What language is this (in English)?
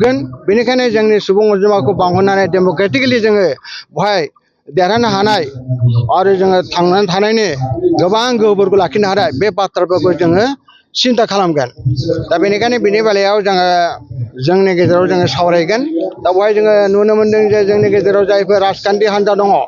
Bodo